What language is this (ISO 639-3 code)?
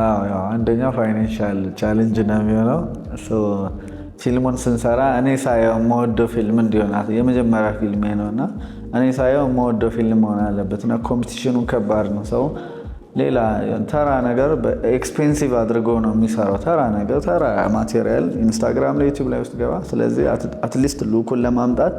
amh